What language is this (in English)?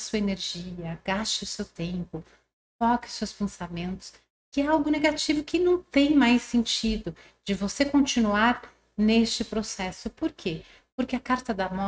Portuguese